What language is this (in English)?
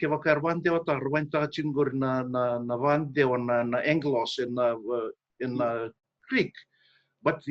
Fijian